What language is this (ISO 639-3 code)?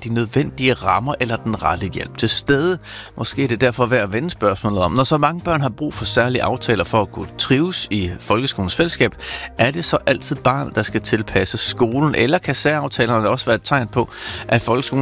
dan